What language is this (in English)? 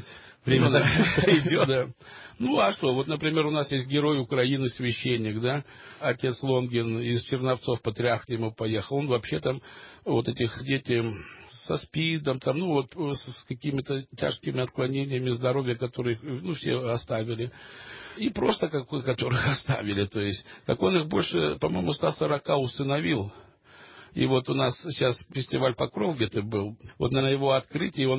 Russian